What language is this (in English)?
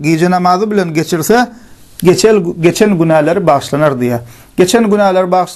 Turkmen